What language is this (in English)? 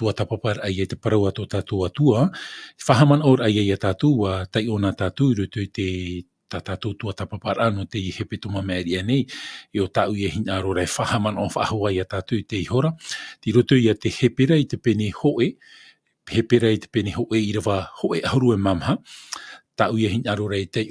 Tahitian